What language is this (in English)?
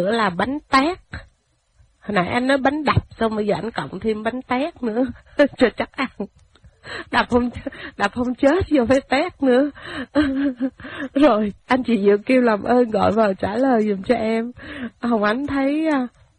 Vietnamese